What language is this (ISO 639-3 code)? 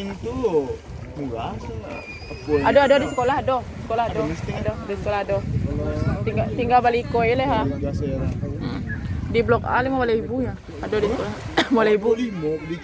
min